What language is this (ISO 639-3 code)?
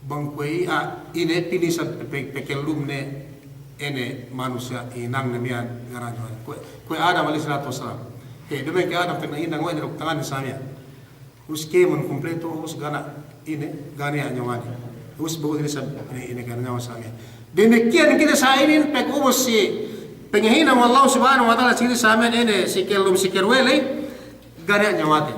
yka